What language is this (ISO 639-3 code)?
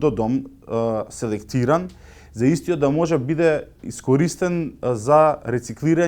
mkd